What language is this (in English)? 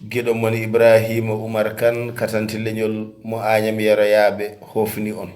Fula